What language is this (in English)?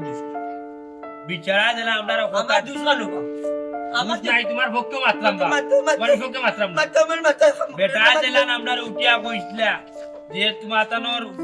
Sylheti